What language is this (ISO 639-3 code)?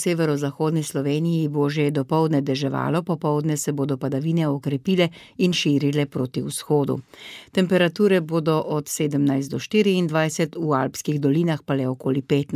slv